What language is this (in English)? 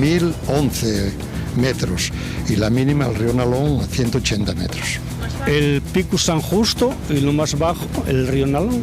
Asturian